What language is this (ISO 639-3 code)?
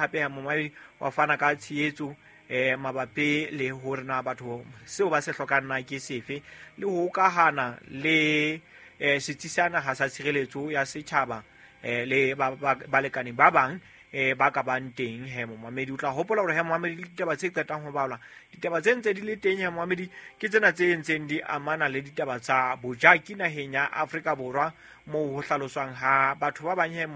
sot